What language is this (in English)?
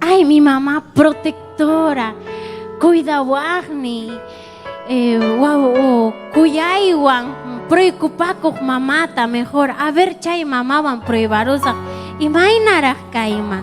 Ayacucho Quechua